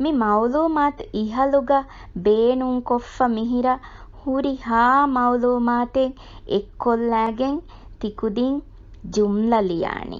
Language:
Divehi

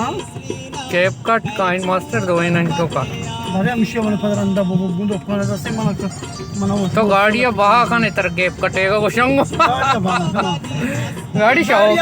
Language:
Baluchi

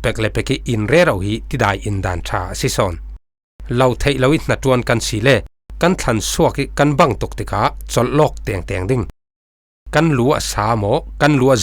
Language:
Falam Chin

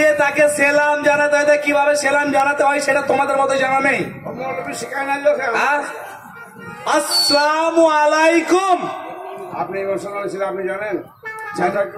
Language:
Bangla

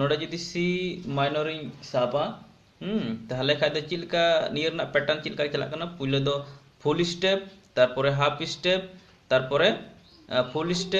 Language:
Santali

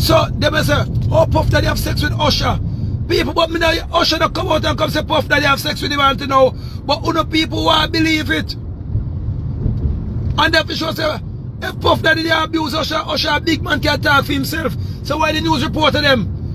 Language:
Jamaican Creole English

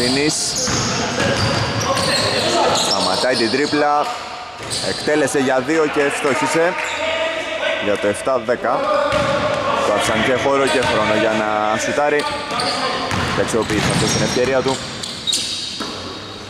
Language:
Greek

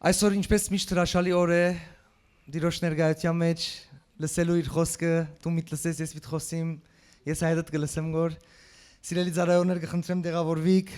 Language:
Western Armenian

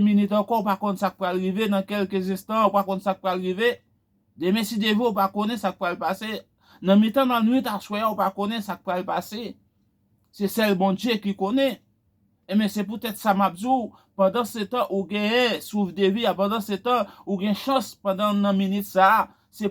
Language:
Haitian Creole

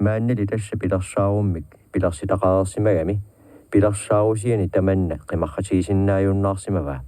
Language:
Kalaallisut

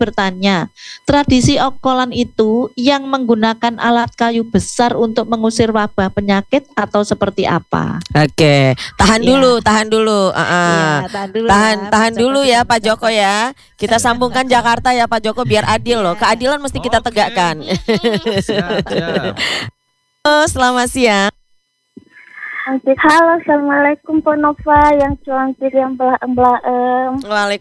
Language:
Indonesian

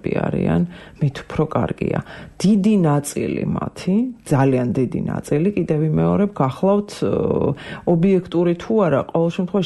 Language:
Georgian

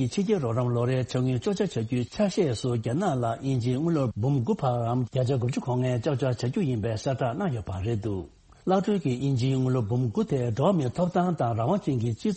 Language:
Tibetan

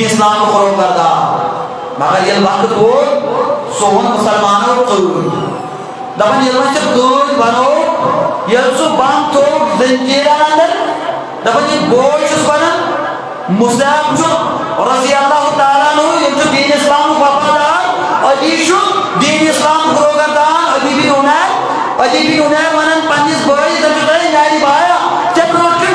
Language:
Kashmiri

